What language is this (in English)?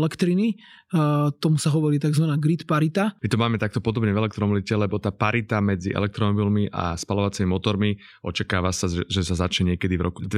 Slovak